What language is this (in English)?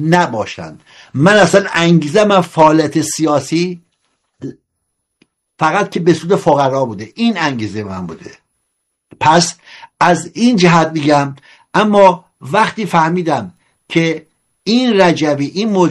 Persian